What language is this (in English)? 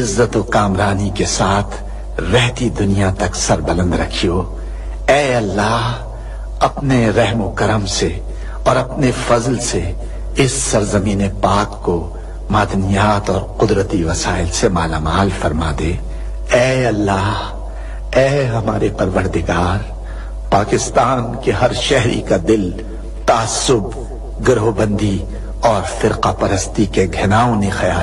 Urdu